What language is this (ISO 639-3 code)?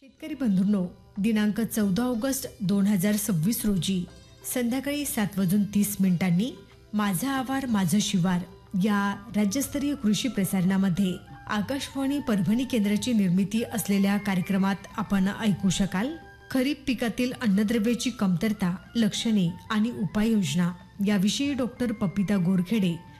mar